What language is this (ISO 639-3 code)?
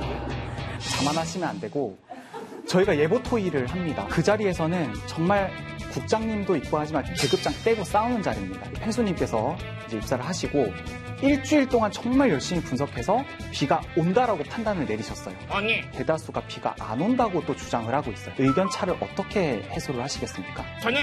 kor